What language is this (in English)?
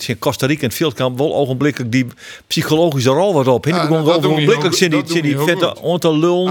Western Frisian